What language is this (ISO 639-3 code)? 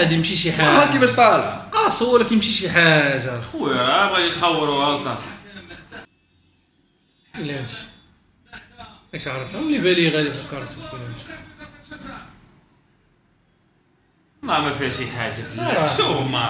ary